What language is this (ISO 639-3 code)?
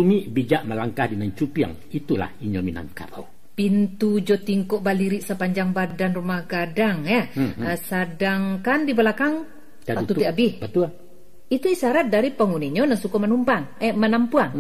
min